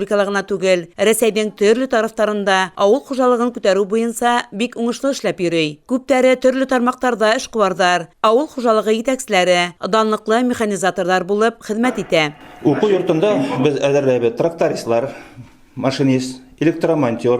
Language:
Bashkir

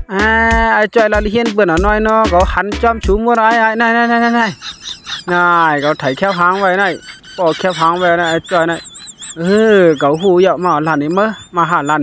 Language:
Shan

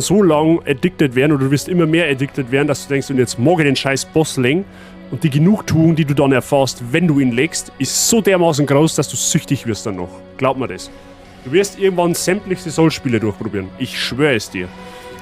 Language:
Bavarian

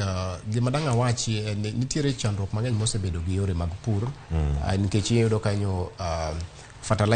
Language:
Luo (Kenya and Tanzania)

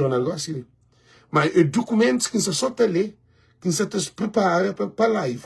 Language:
Kabuverdianu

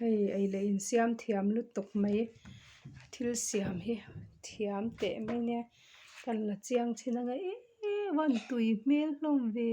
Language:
Mizo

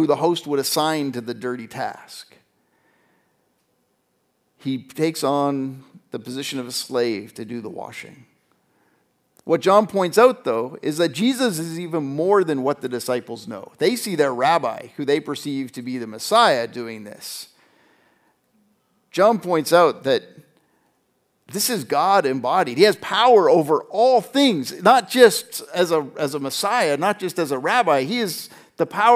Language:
English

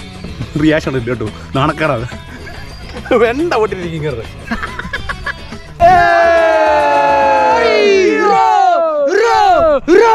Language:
Malayalam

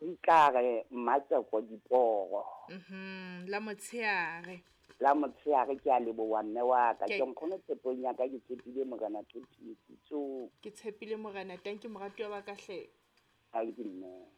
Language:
Southern Sotho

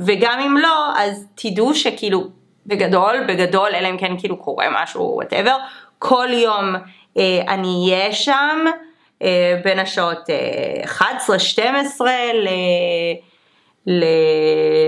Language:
Hebrew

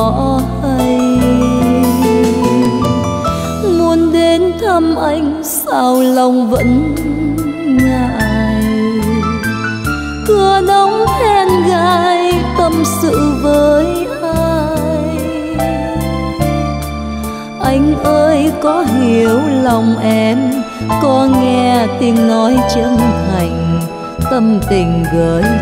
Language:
Vietnamese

